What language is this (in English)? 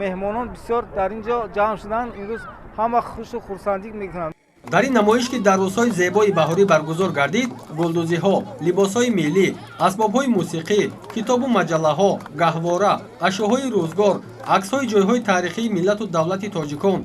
Tajik